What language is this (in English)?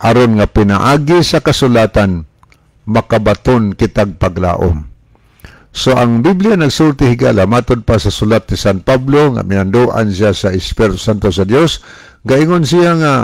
Cebuano